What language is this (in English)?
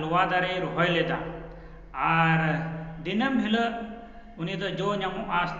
Santali